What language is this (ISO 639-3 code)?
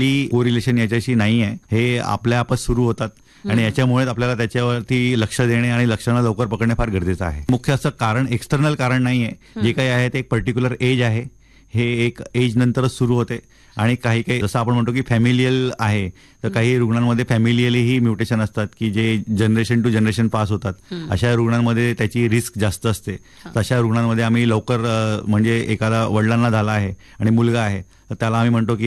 mar